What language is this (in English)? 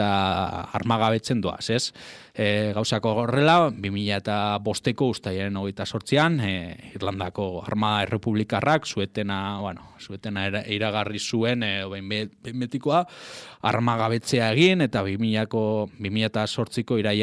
Basque